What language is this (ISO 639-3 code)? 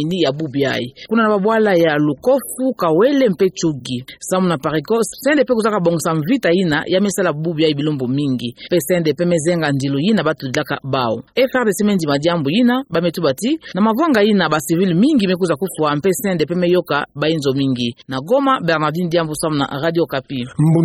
ktu